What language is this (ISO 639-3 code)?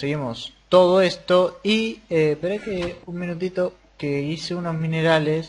spa